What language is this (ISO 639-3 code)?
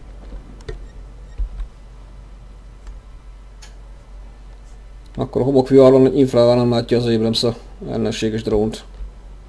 hun